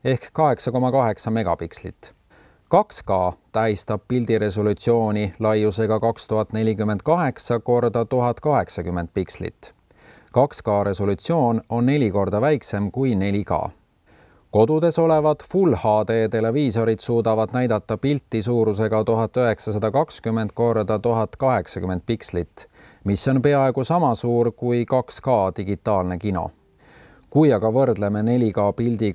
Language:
Estonian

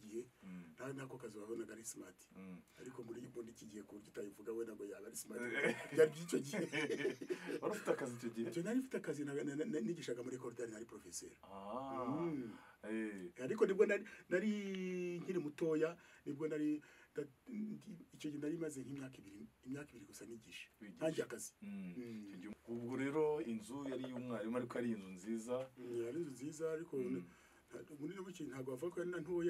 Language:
Kinyarwanda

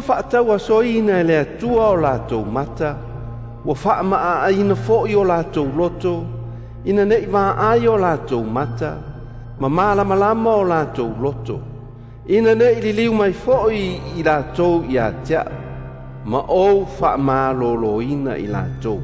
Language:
Samoan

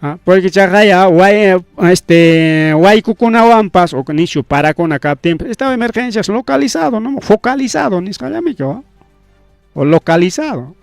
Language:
Ayacucho Quechua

